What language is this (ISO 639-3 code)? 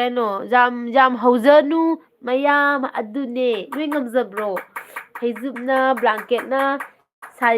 mni